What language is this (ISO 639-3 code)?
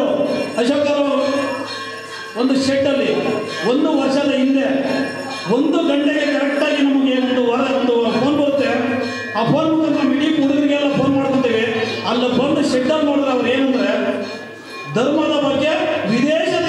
kan